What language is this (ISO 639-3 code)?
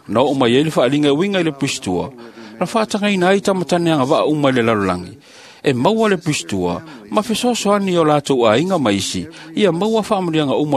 smo